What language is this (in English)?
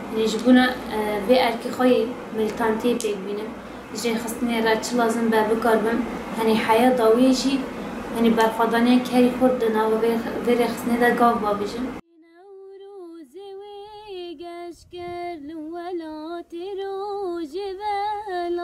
Kurdish